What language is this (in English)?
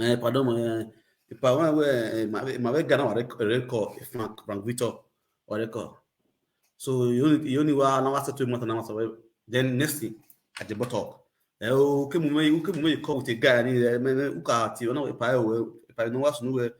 Nigerian Pidgin